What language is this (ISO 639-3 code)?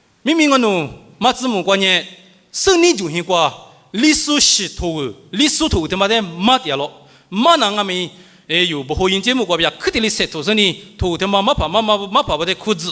lis